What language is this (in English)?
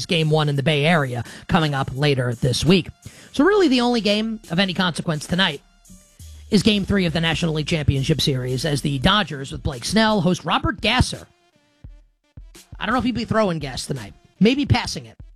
English